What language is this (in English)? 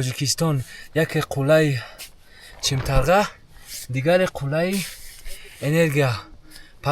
Tajik